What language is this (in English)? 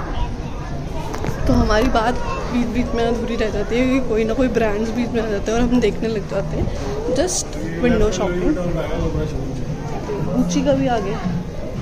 Hindi